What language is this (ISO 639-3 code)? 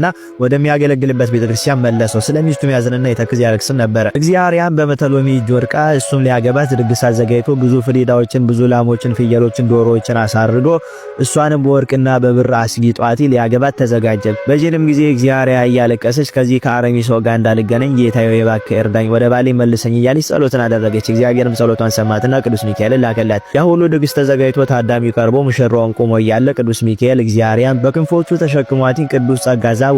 amh